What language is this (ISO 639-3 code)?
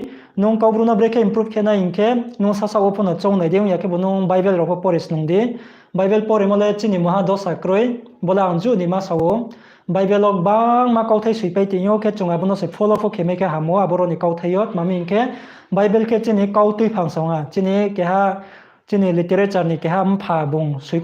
ria